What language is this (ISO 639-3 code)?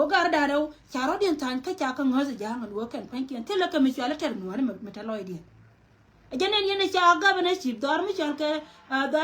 nus